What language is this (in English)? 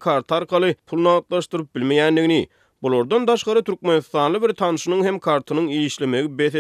Turkmen